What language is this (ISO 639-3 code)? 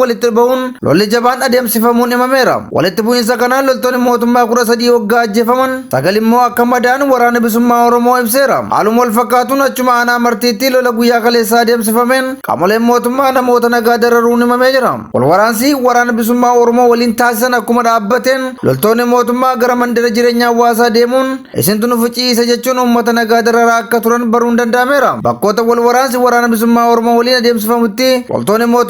orm